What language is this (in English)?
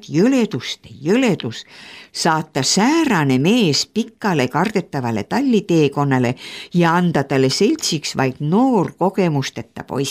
Estonian